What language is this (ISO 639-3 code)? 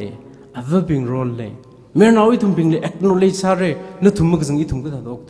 nmf